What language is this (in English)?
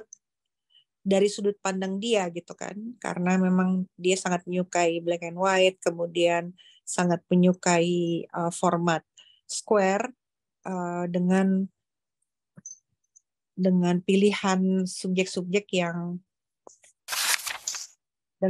Indonesian